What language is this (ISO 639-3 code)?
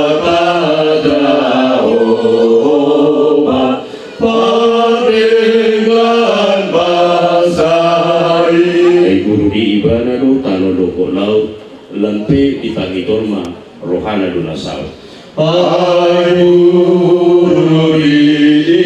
bbc